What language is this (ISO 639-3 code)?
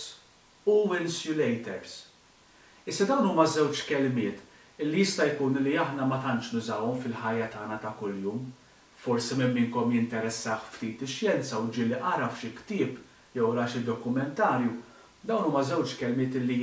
mlt